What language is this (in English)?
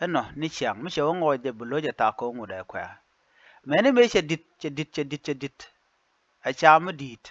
Nuer